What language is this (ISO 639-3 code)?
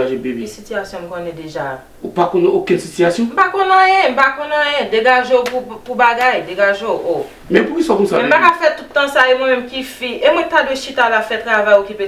hat